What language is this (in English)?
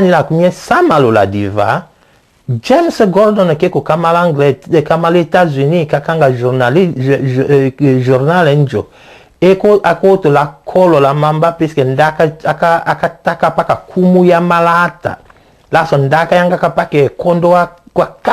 Tetela